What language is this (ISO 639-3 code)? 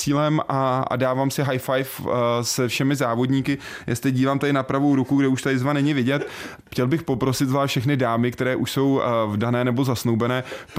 ces